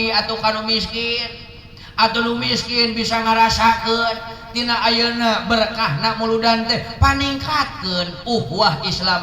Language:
Sundanese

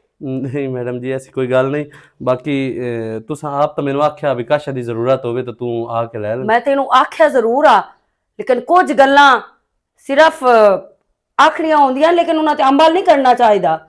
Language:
Western Panjabi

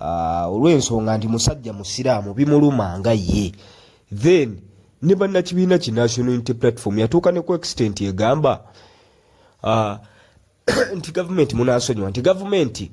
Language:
Ganda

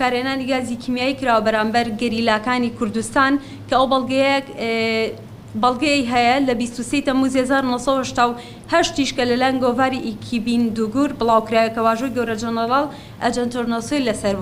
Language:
Central Kurdish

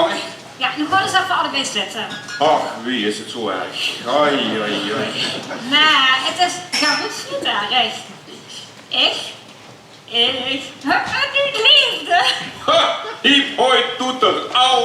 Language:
Limburgish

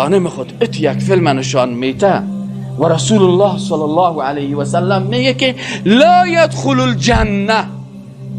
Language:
Persian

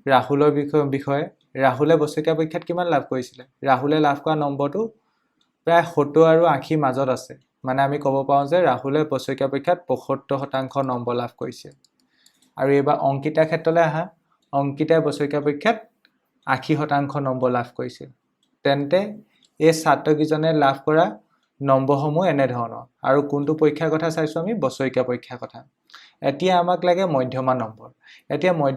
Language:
Assamese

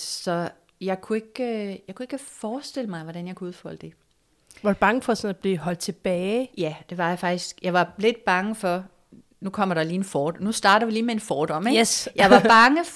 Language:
Danish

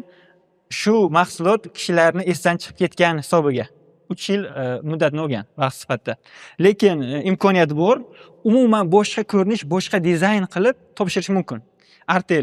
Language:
Uzbek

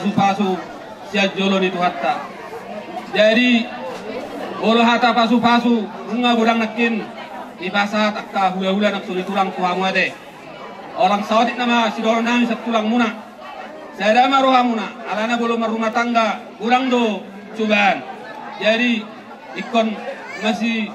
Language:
Batak Toba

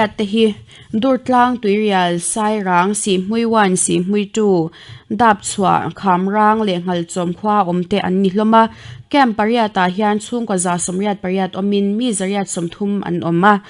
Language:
Mizo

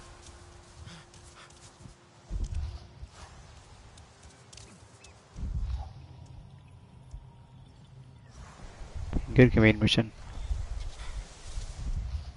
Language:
Tamil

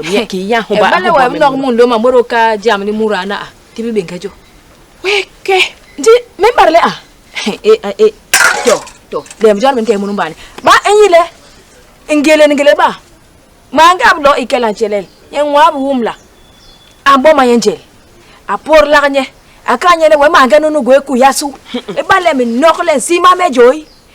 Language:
Basaa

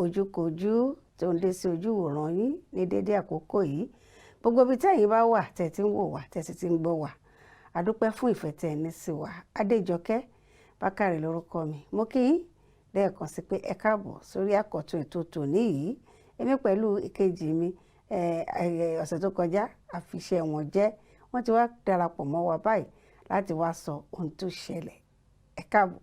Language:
Yoruba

